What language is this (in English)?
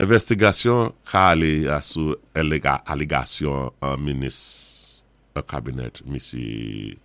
Saint Lucian Creole French